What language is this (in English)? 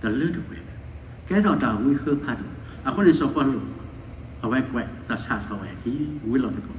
S'gaw Karen